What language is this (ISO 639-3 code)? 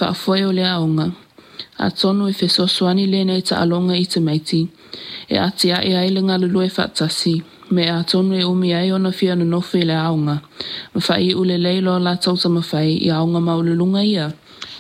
smo